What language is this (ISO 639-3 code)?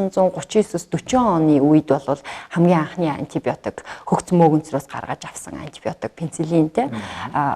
mon